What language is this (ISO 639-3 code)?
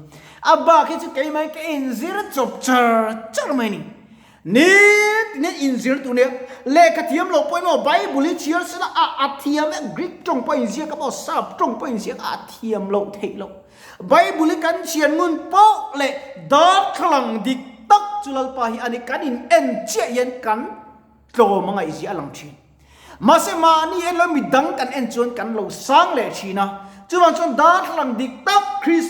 lus